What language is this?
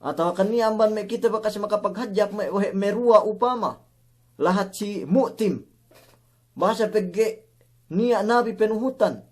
Yakan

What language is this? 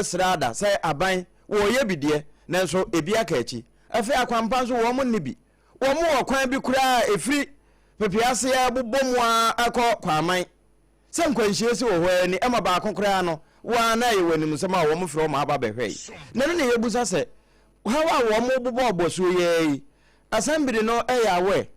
Akan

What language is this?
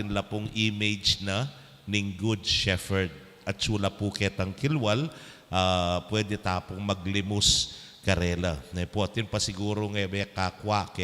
Pampanga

